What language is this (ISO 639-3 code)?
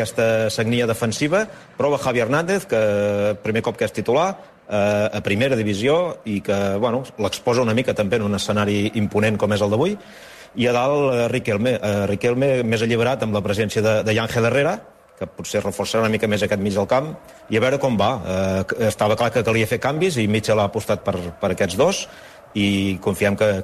cat